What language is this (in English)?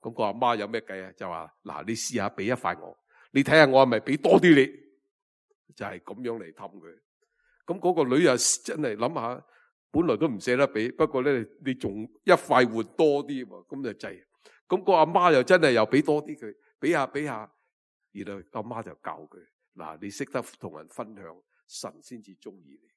Cantonese